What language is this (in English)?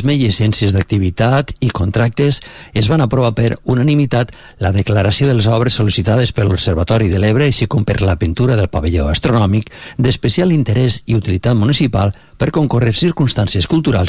Catalan